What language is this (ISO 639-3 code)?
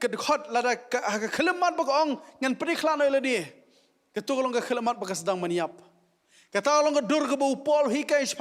kha